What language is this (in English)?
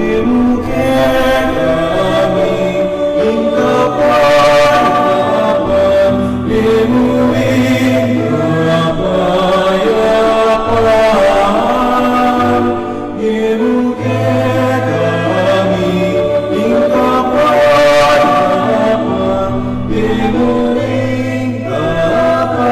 Pampanga